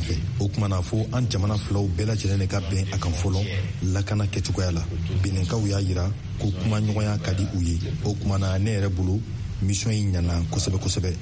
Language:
Bambara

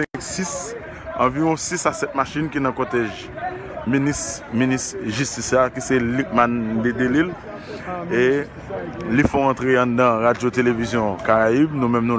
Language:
Haitian Creole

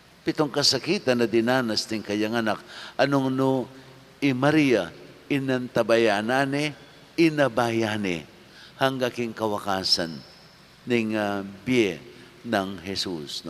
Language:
Pampanga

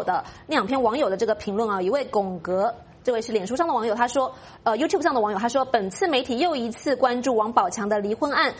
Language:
Chinese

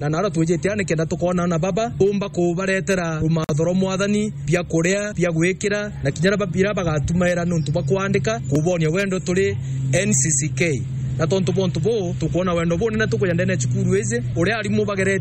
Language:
Meru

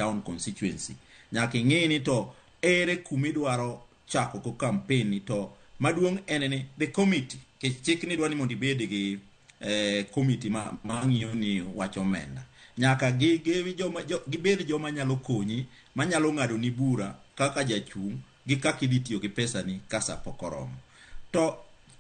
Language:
Luo (Kenya and Tanzania)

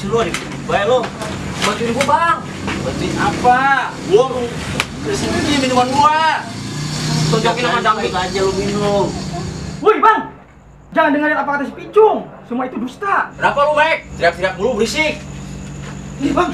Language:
Betawi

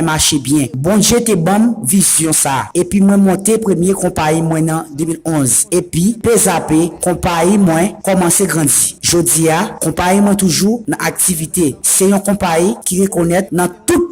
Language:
Haitian Creole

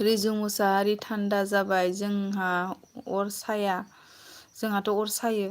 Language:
Bodo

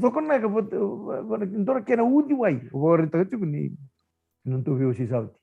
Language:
Fijian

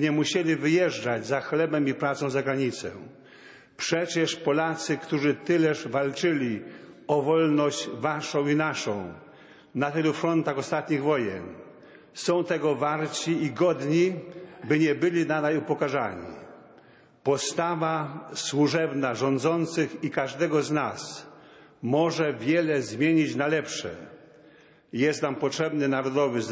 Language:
Polish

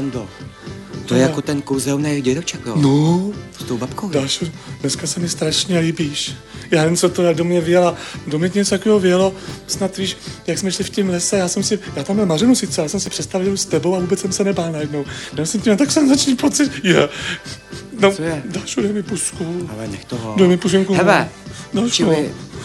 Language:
Czech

